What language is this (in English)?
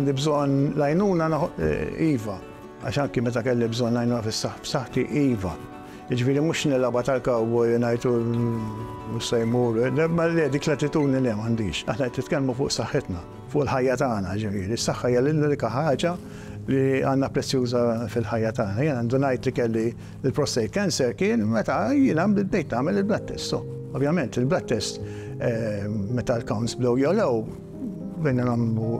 Maltese